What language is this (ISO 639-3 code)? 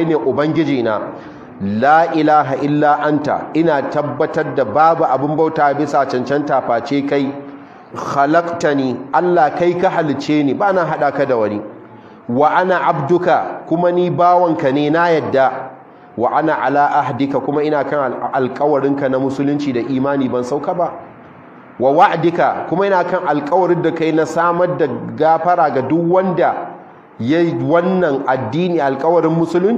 hau